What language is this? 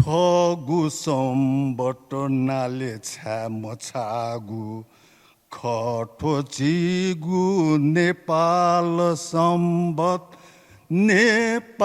Newari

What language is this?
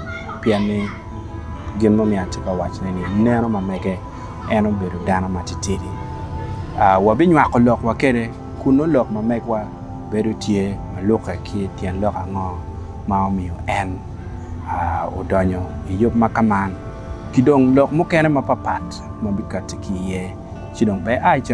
Acoli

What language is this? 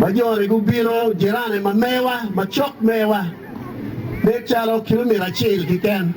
Acoli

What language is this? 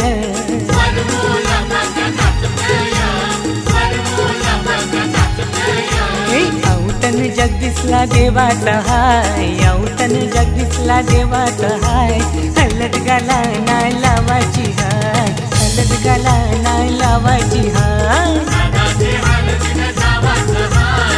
Marathi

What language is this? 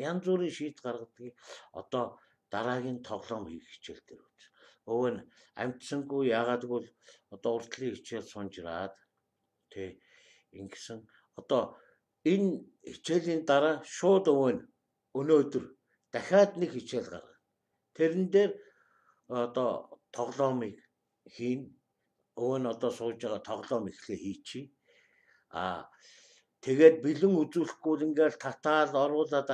Mongolian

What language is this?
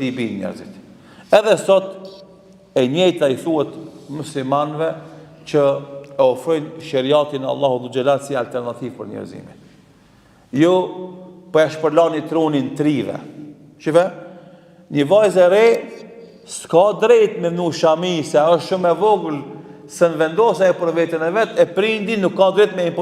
Albanian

